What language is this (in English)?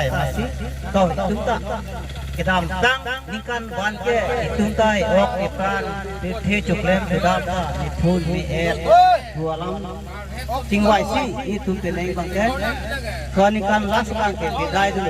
Karbi